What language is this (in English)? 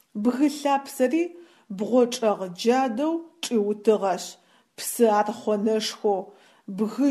Adyghe